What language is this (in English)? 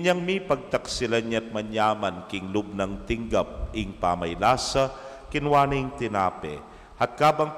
Pampanga